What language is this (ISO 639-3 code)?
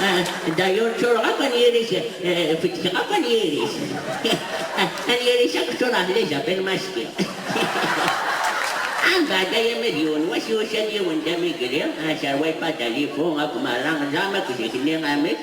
kab